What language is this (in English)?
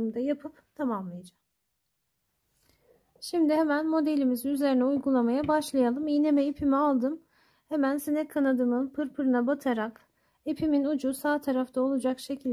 Turkish